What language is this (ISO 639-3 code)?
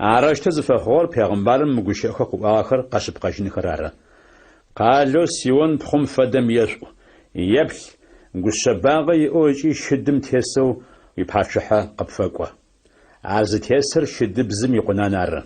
ady